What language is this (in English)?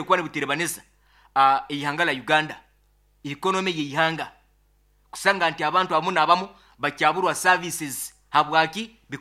Nyoro